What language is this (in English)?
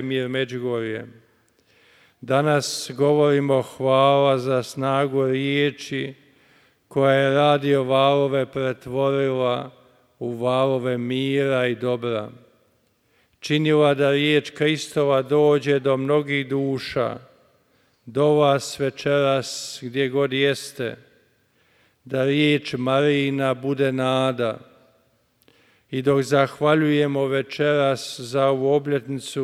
Croatian